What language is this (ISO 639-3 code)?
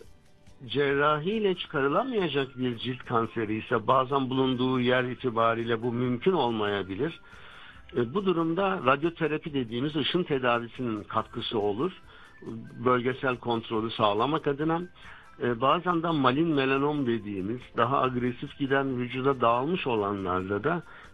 tur